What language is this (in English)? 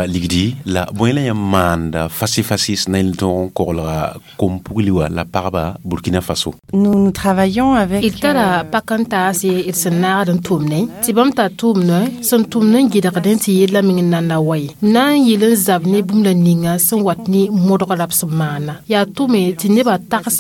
Mossi